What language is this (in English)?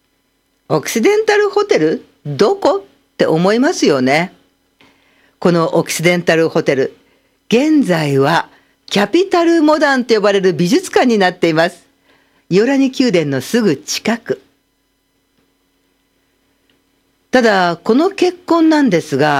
Japanese